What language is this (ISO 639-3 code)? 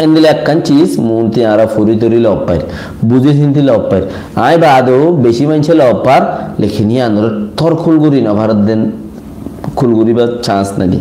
rhg